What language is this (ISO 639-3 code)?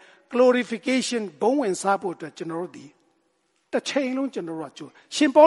mya